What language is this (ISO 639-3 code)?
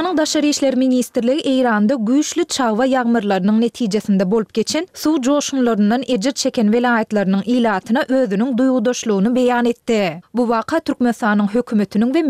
tuk